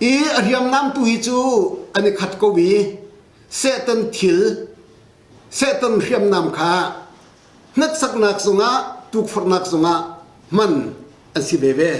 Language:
Hakha Chin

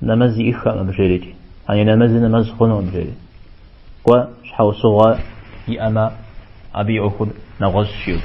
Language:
Kabardian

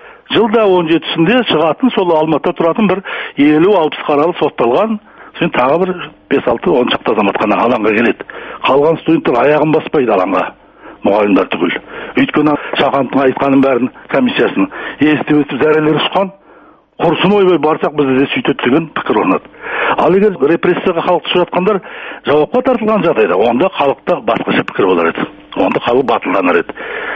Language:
Kazakh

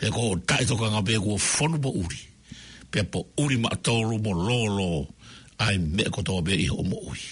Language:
Tongan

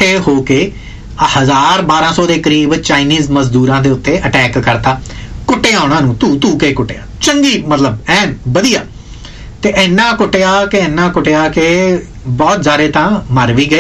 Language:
Punjabi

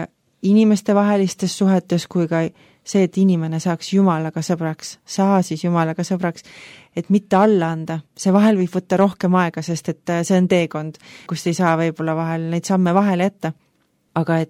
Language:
Estonian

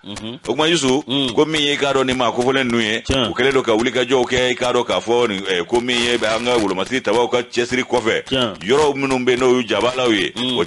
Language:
Bambara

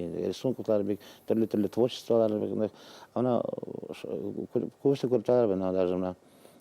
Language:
Bashkir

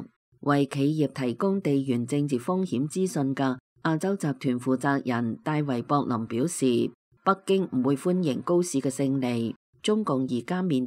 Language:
Cantonese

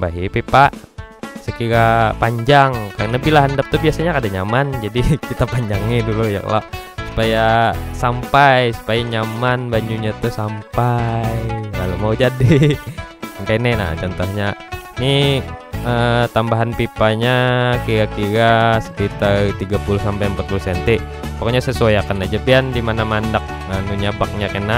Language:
Banjar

